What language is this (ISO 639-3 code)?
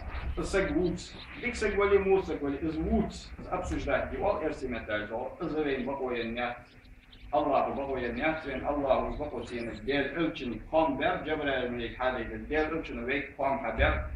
inh